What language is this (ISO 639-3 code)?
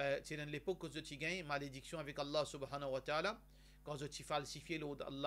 mfe